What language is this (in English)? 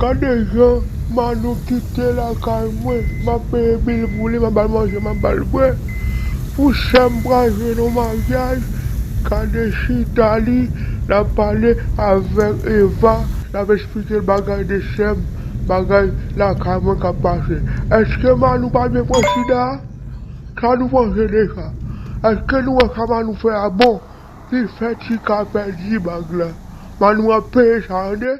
Haitian Creole